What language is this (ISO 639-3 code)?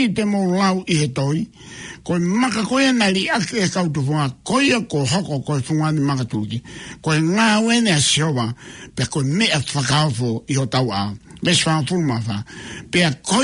ton